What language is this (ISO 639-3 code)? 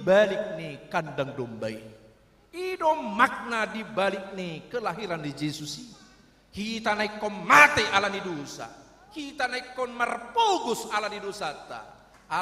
bbc